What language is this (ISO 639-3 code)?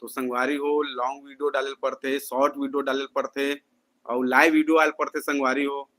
hne